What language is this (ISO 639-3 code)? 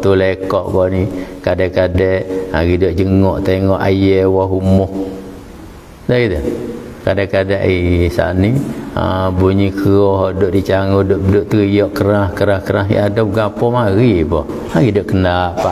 msa